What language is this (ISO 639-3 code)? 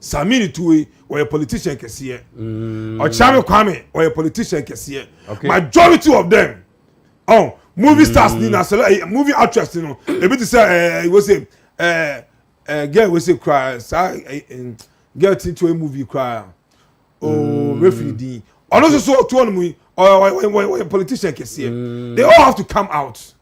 aka